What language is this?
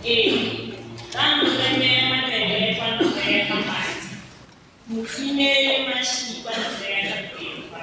Tswana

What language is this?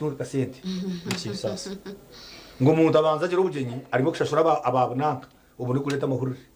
Nyankole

